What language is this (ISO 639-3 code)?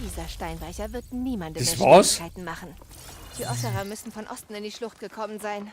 bar